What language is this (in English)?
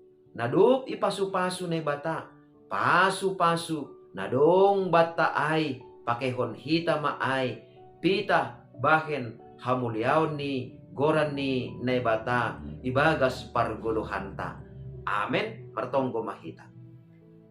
Batak Simalungun